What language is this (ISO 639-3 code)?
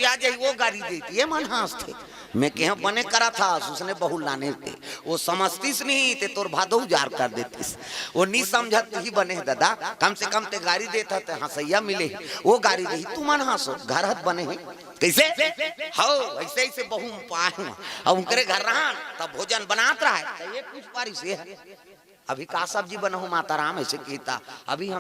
hne